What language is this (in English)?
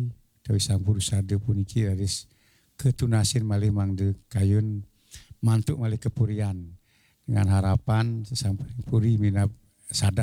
Balinese